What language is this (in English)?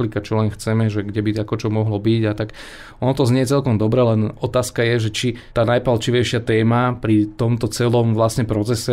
Slovak